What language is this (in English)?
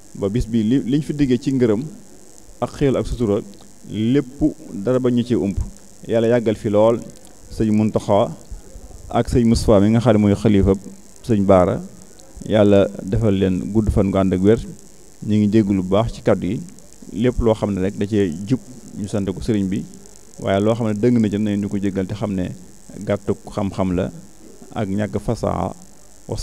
Wolof